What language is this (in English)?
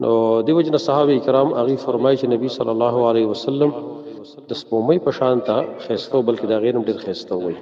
Pashto